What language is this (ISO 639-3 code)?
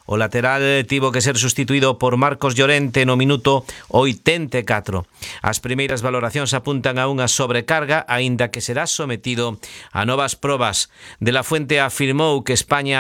glg